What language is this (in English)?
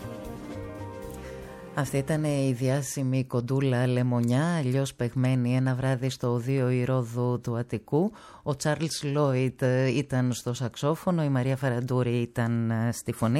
Greek